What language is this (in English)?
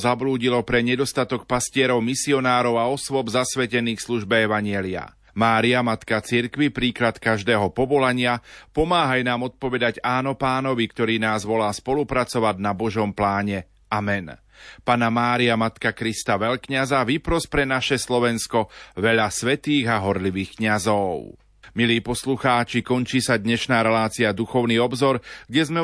Slovak